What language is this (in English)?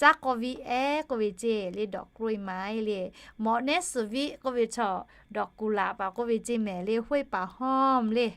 Lahu